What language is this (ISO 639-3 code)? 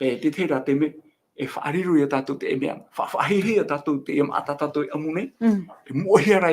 tah